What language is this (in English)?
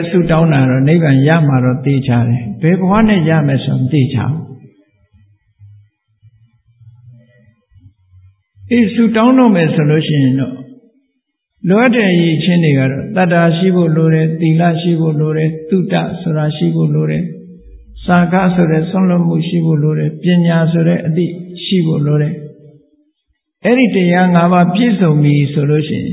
Burmese